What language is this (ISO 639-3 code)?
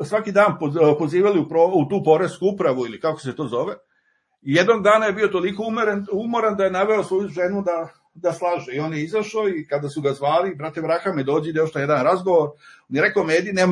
srp